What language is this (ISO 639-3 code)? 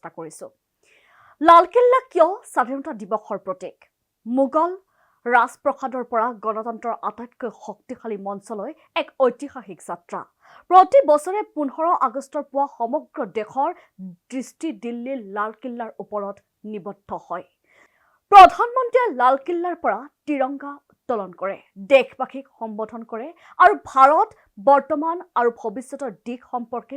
asm